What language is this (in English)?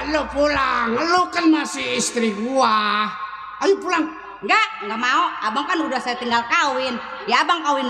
Betawi